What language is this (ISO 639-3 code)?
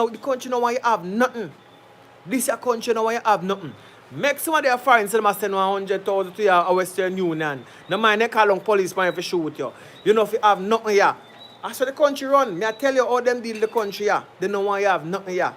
jam